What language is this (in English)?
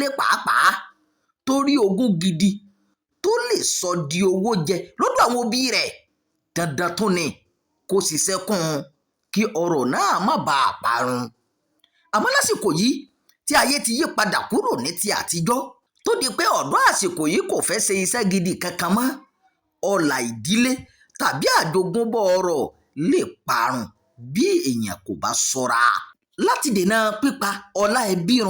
Yoruba